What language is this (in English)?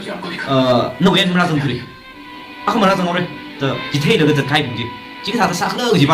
Tangkhul Naga (India)